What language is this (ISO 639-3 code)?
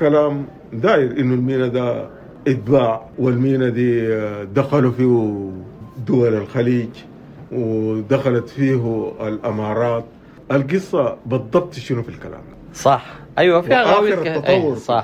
apd